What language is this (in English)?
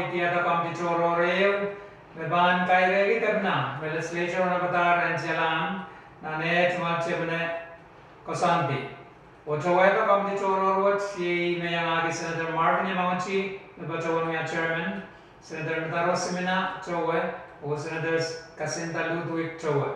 Pohnpeian